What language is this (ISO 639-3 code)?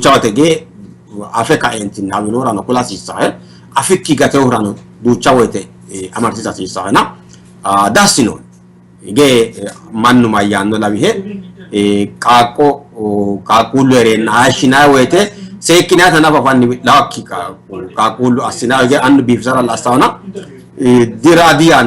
sid